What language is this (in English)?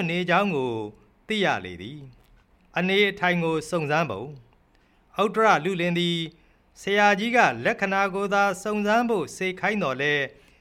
Burmese